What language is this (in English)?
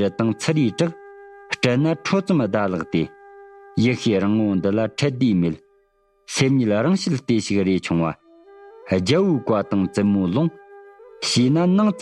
Tibetan